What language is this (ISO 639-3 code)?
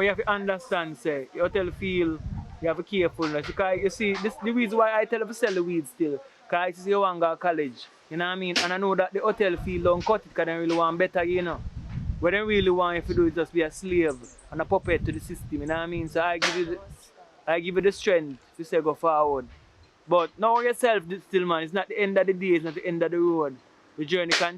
jam